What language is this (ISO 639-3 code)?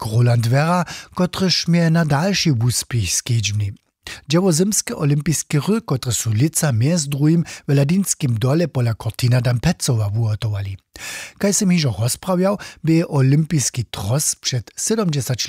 hsb